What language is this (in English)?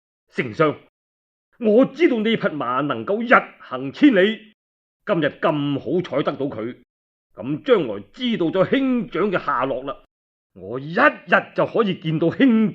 Cantonese